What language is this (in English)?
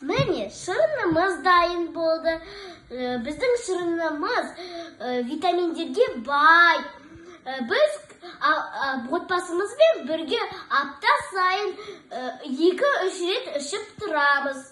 Kazakh